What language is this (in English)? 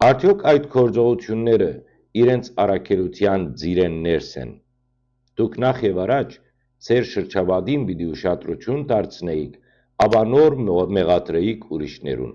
Western Armenian